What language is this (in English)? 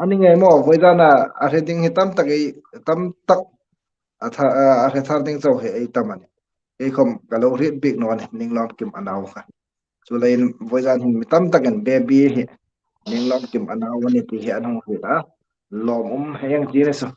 Hmar